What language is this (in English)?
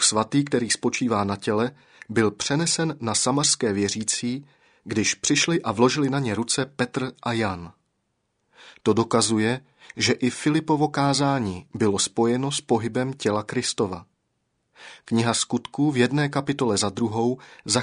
Czech